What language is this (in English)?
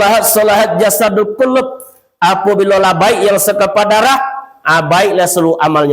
Minangkabau